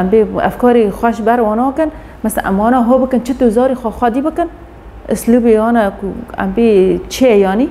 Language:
Kurdish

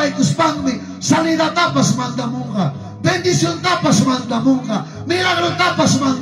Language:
Ayacucho Quechua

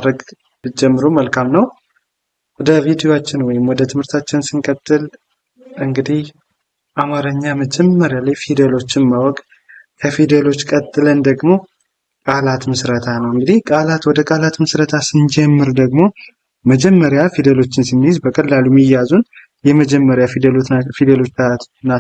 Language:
Amharic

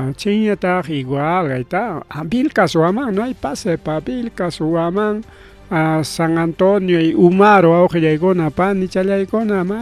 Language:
Ayacucho Quechua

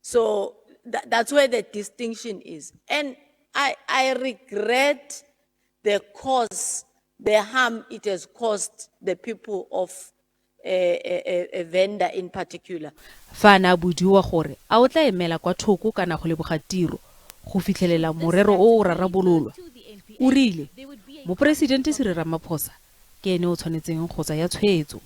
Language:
Tswana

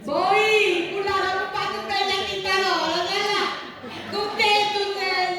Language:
Sardinian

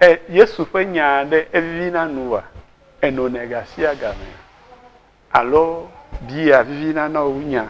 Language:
Ewe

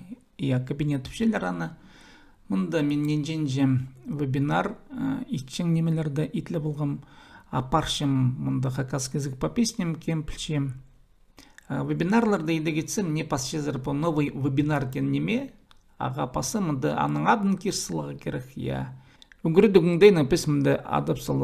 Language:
Khakas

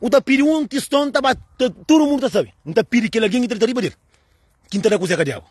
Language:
Kabuverdianu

